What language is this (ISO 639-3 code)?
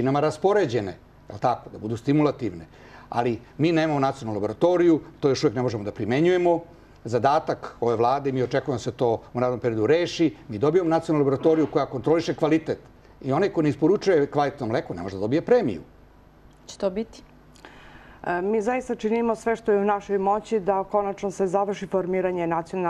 srp